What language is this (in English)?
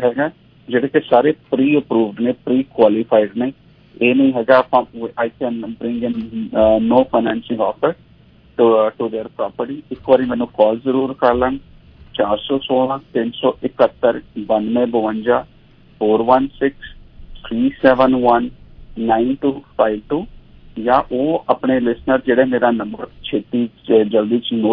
Punjabi